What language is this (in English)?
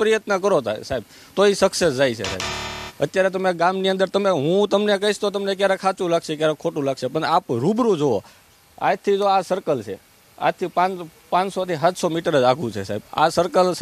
Gujarati